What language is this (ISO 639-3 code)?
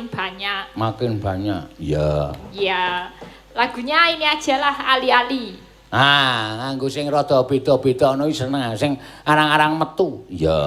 jav